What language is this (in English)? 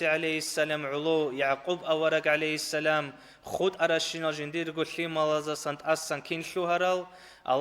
Avaric